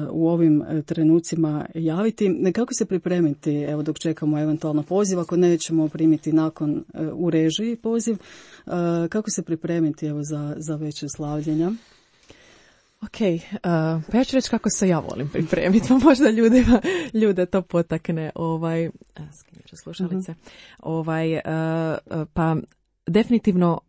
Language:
Croatian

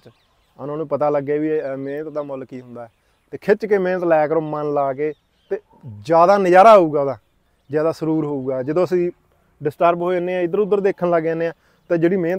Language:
Punjabi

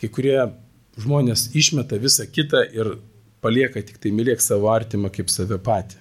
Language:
Lithuanian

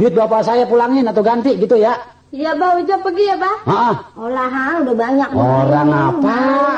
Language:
Betawi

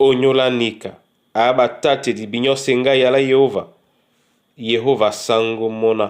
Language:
Duala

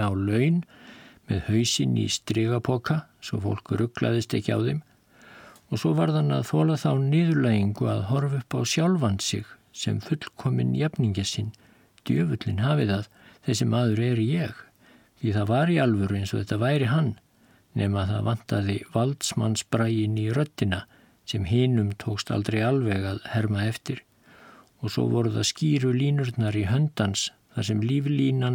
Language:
Icelandic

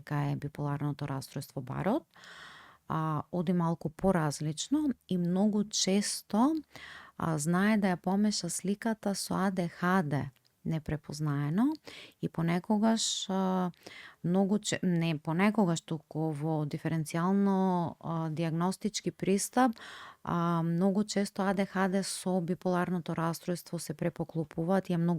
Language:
Macedonian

